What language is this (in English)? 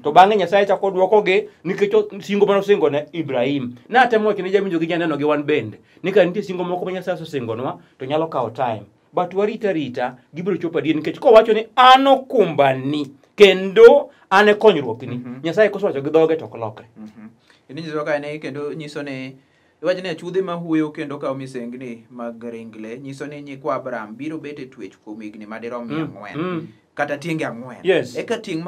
Luo (Kenya and Tanzania)